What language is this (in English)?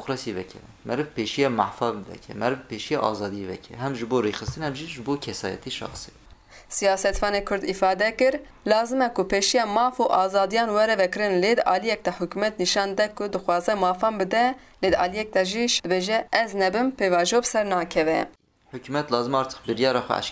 Kurdish